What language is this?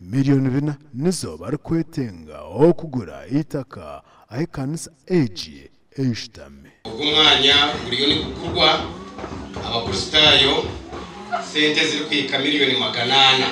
Nyankole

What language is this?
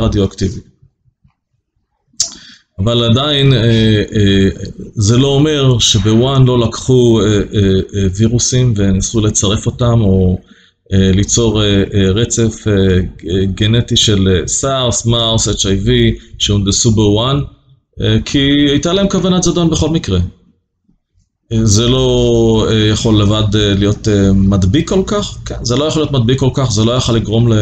Hebrew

